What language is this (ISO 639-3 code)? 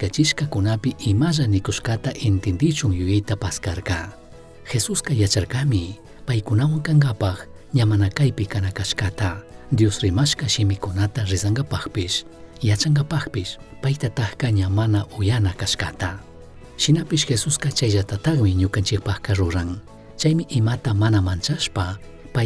qug